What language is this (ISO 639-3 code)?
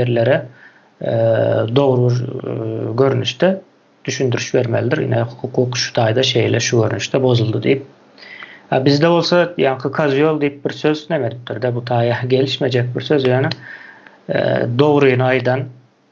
tuk